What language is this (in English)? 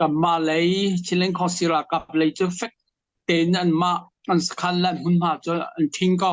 Hakha Chin